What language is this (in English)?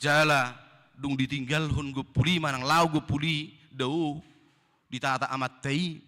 Batak Toba